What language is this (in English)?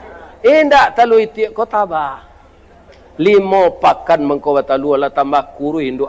Minangkabau